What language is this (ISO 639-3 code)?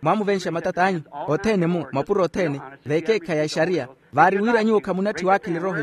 vmw